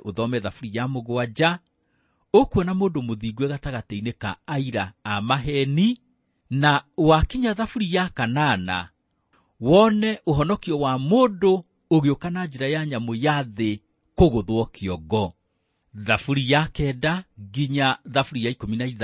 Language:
Kikuyu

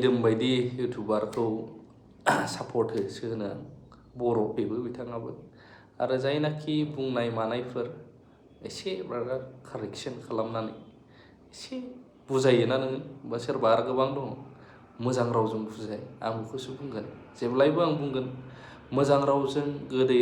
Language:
Bodo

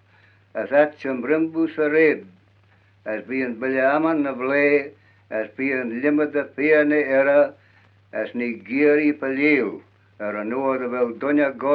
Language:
Manx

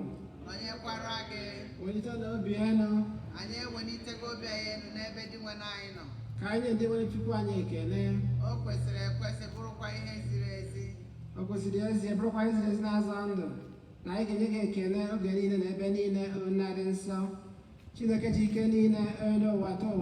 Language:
Igbo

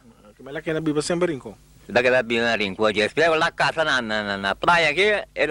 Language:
Papiamento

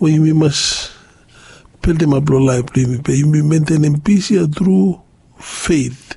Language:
Bislama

